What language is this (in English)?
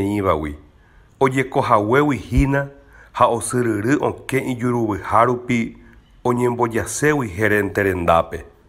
Guarani